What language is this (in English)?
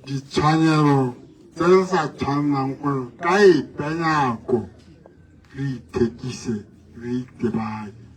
Tswana